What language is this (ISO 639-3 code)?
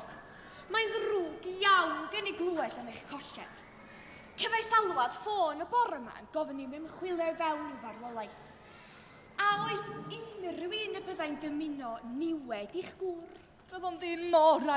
cym